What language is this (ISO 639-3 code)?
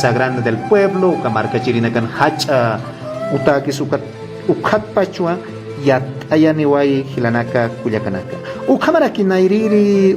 aym